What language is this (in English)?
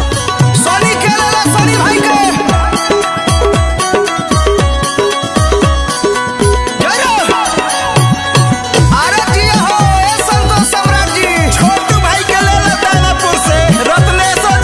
Bhojpuri